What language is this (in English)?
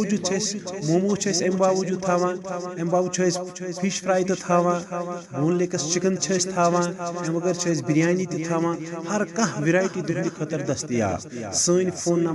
Kashmiri